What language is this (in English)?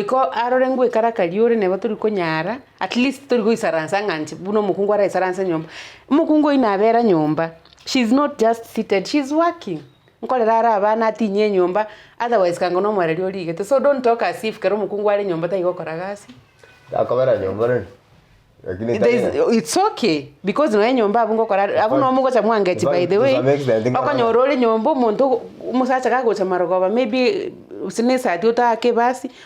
Gusii